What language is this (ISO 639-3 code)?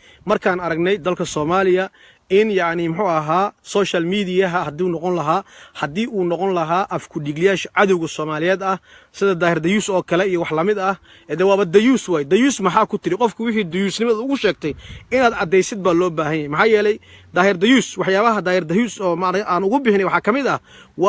som